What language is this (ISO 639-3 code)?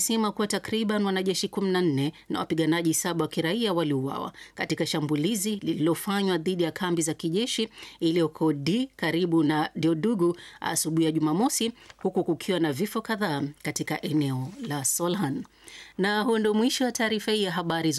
swa